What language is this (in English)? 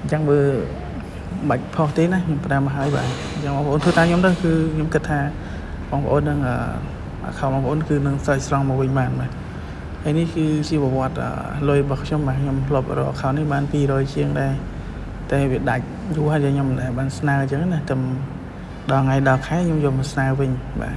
Khmer